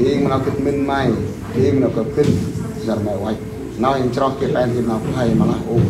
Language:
Central Mnong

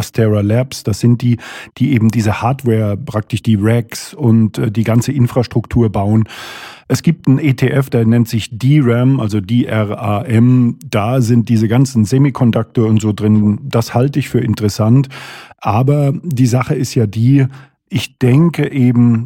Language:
German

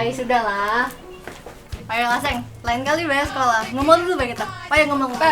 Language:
Musi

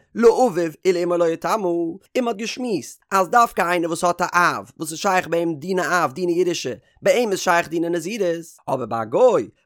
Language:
Yiddish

